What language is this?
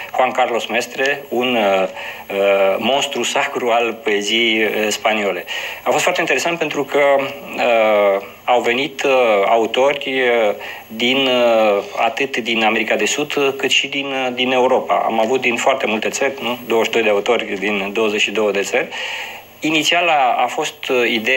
Romanian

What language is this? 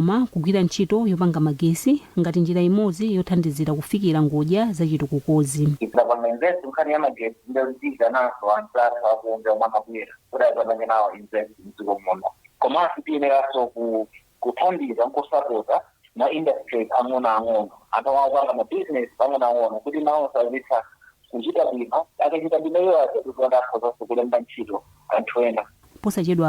Nyanja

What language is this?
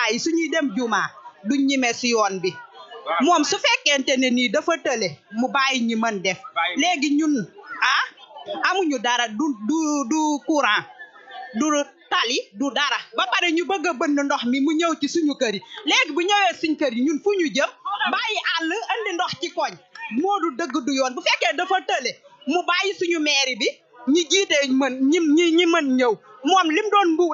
Wolof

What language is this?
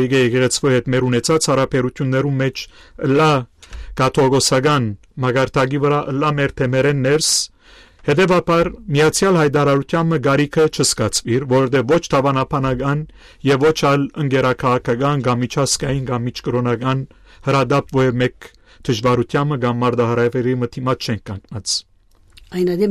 Western Armenian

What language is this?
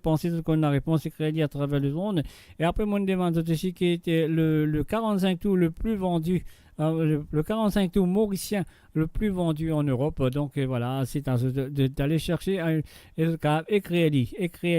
Morisyen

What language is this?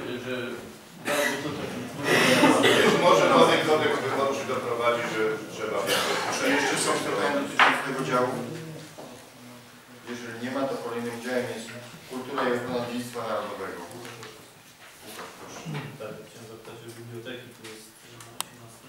Polish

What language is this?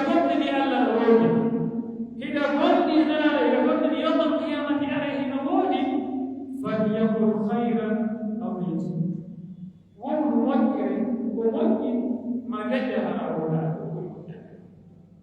Pular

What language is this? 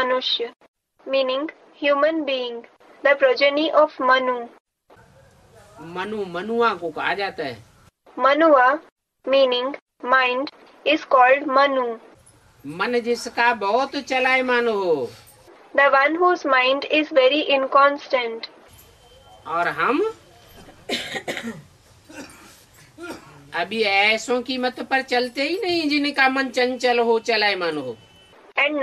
Hindi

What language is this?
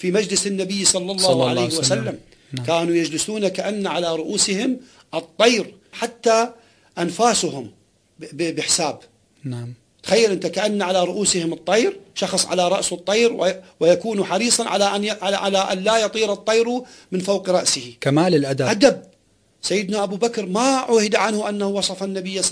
Arabic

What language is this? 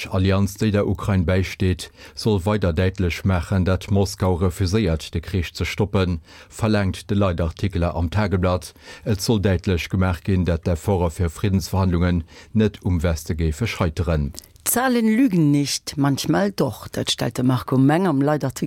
Luxembourgish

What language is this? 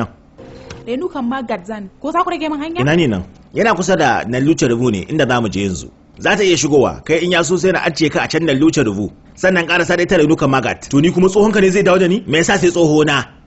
Hausa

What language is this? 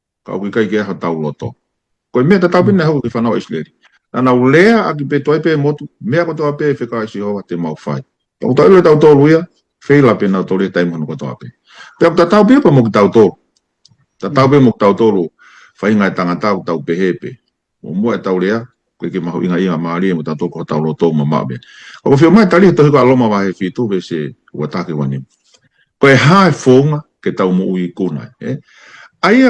Tongan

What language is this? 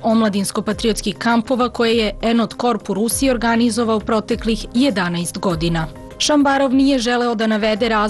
Serbian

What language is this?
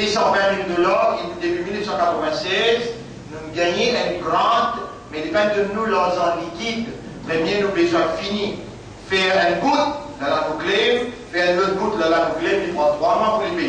Morisyen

